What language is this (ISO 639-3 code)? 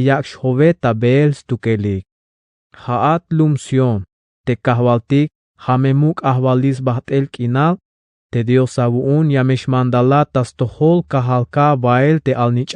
tzh